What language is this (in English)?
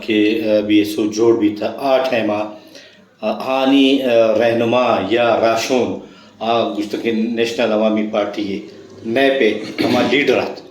Brahui